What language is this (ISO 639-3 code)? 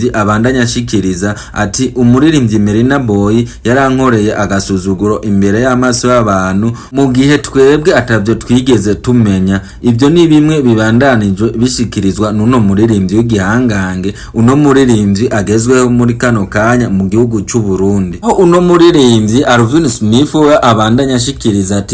run